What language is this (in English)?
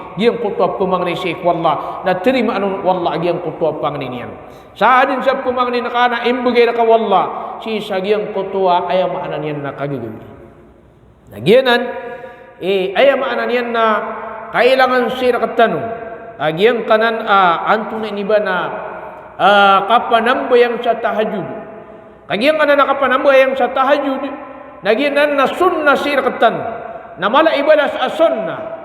Maranao